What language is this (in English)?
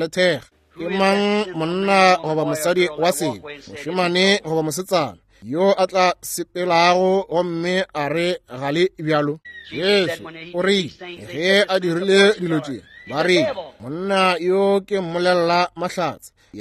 Northern Sotho